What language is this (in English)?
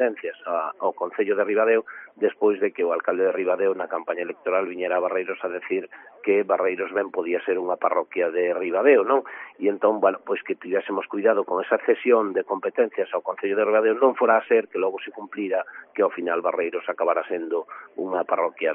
Galician